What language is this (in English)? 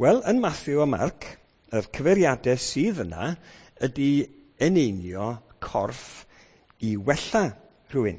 Welsh